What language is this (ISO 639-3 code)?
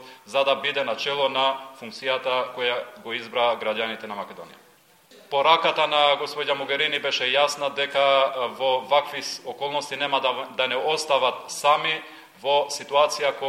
mkd